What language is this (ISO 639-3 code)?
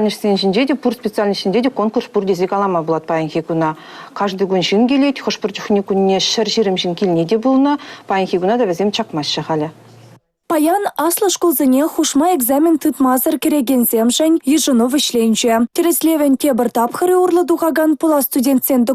chv